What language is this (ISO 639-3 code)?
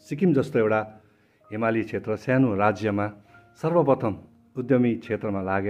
nep